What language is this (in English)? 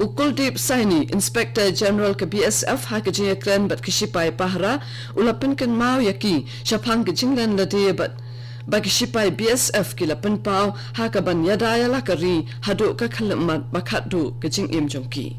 Khasi